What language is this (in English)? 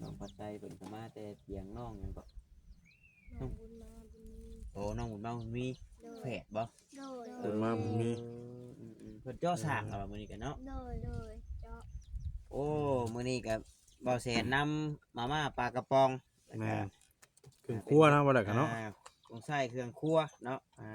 Northeastern Thai